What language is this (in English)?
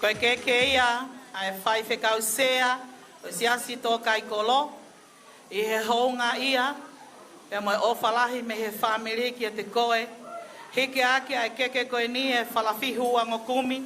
Tongan